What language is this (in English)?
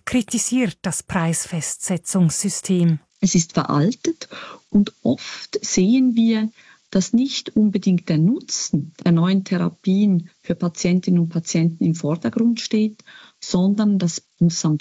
German